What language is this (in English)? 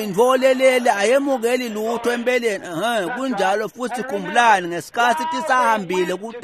Swati